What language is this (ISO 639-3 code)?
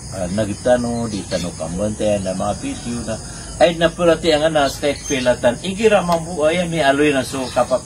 mrw